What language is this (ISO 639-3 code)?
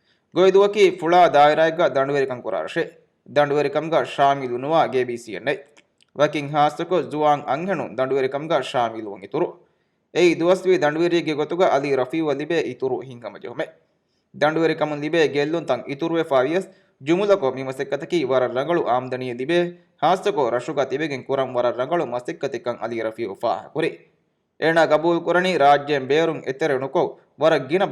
div